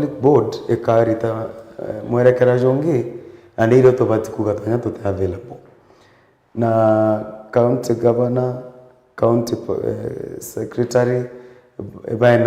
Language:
Meru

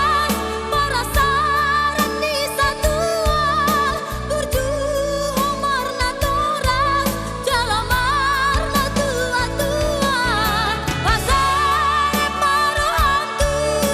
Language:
Batak Toba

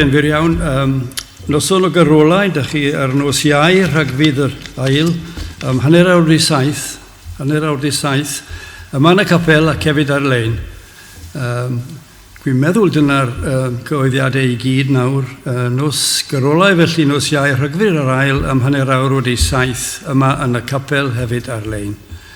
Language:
Welsh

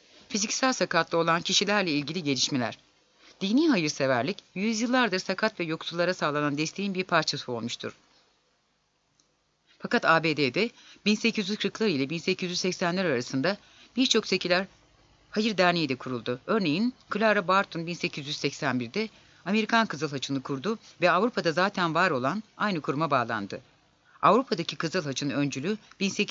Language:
Turkish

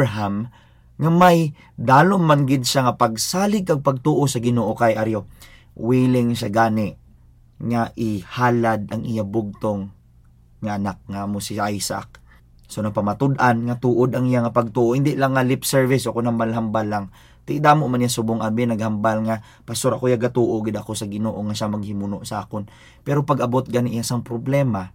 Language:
Hiligaynon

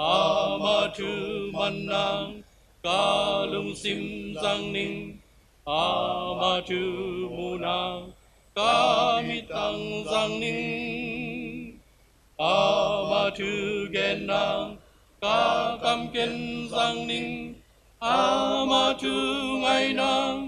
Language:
Tedim Chin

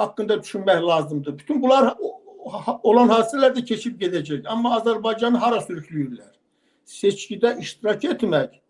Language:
Azerbaijani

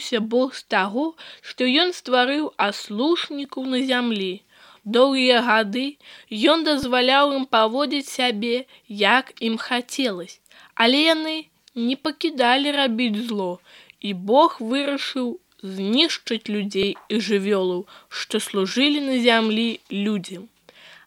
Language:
Belarusian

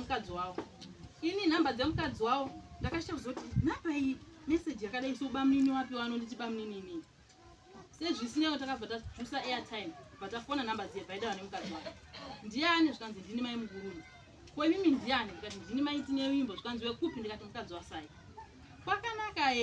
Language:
Shona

